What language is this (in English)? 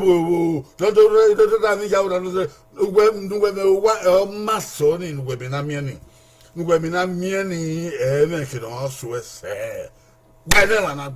Bini